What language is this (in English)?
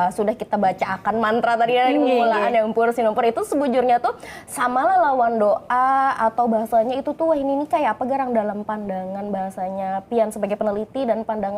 Banjar